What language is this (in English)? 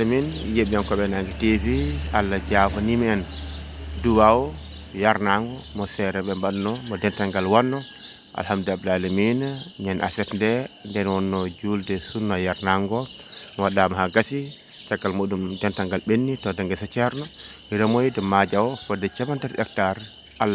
Fula